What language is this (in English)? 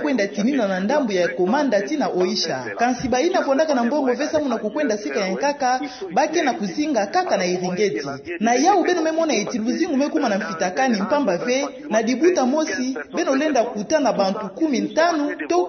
Kituba (Democratic Republic of Congo)